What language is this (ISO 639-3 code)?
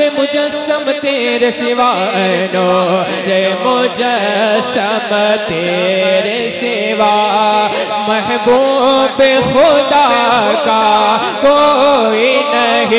urd